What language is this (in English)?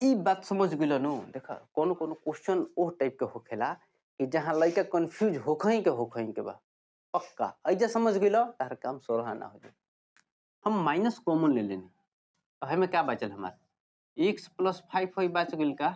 Bhojpuri